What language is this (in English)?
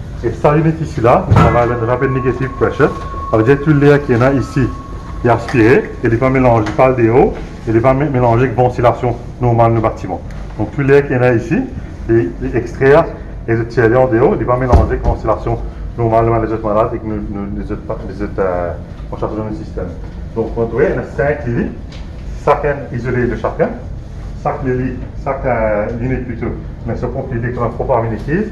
Morisyen